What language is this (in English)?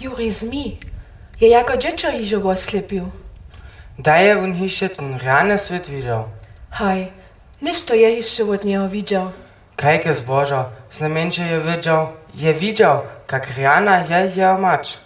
Upper Sorbian